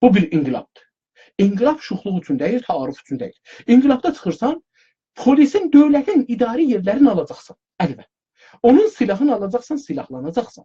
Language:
South Azerbaijani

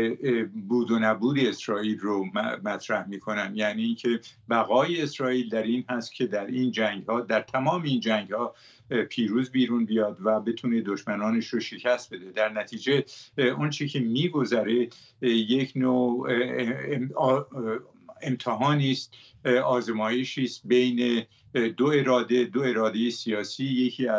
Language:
Persian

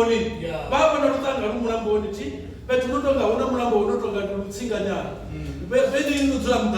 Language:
Venda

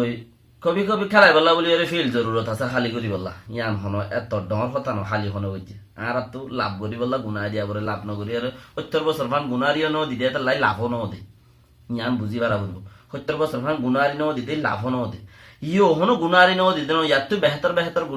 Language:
Rohingya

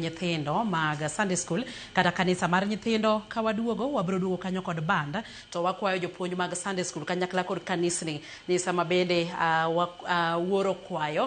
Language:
Luo (Kenya and Tanzania)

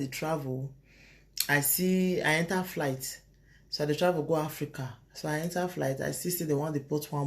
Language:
Nigerian Pidgin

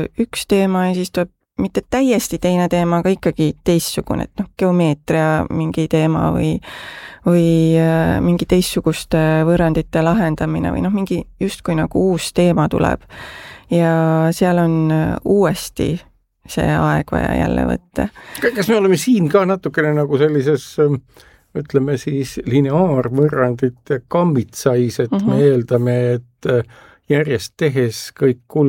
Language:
Estonian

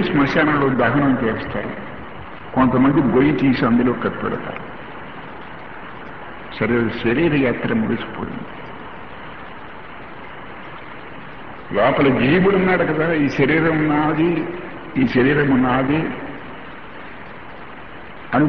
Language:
Telugu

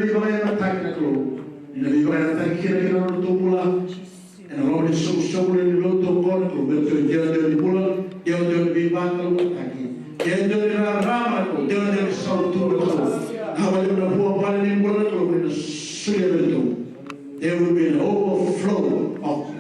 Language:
Fijian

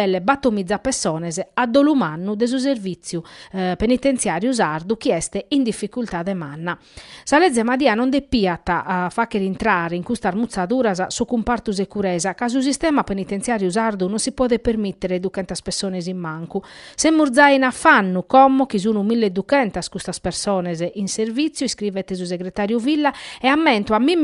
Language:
Sardinian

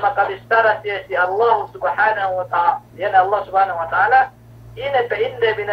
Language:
Yakan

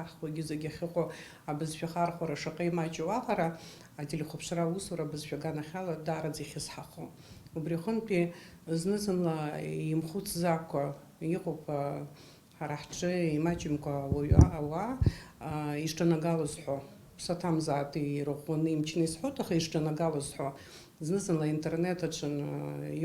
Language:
Abkhazian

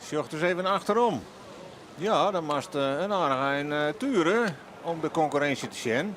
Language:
Western Frisian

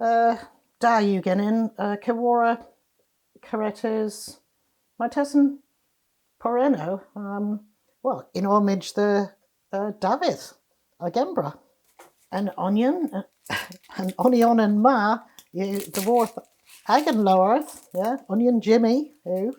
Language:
Cornish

